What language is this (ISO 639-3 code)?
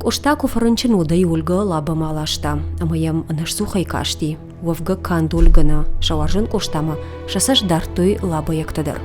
oss